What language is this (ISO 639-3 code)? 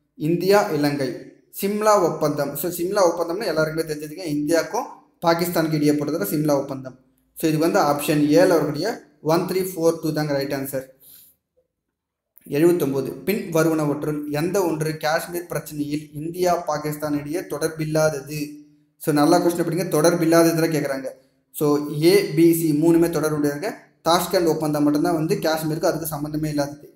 tam